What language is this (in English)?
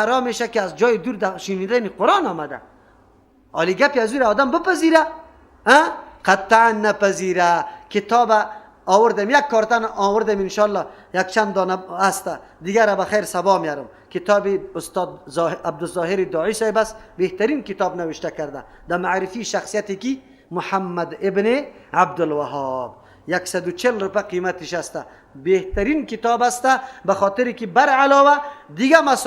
Persian